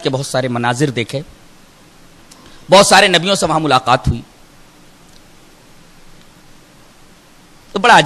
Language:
Urdu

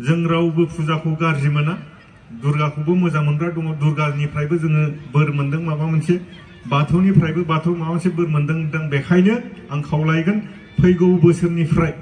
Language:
Bodo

